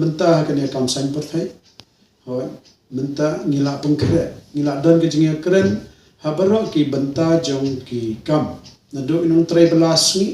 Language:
Khasi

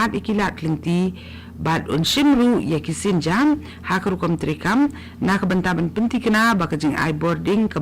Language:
Khasi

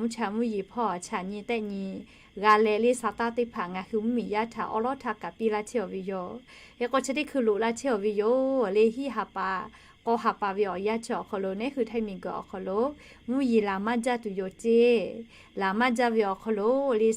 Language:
Lahu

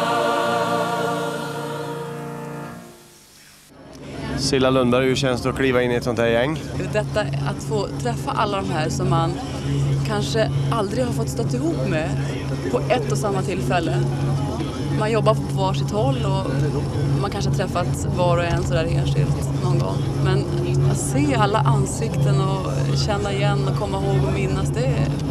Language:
Swedish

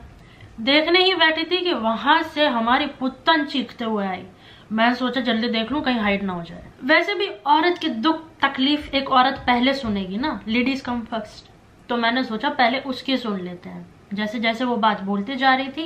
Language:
Hindi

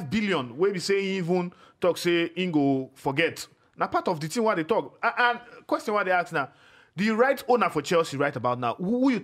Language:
Nigerian Pidgin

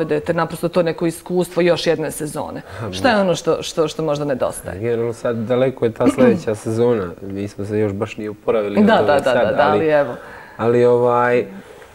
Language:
Bosnian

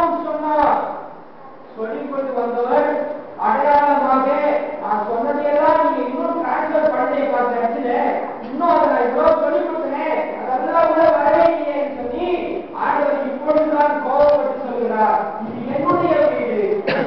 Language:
Tamil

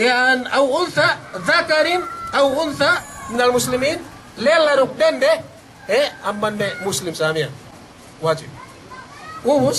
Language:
Yakan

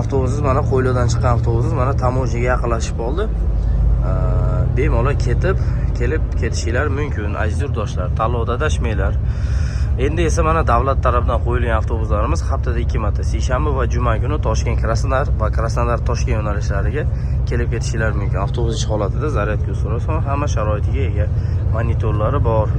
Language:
Uzbek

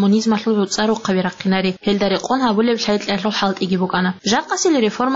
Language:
Avaric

